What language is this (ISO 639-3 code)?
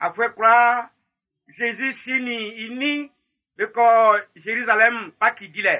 bci